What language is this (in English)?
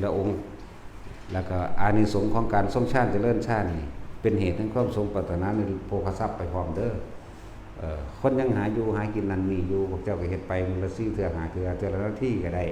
Northeastern Thai